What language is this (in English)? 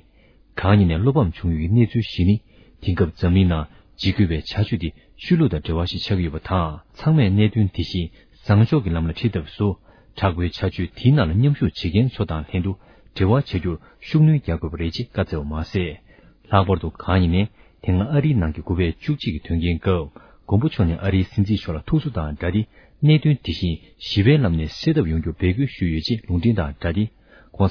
Tibetan